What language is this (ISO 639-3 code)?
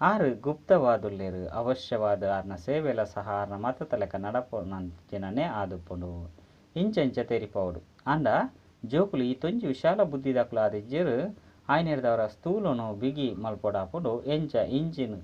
tcy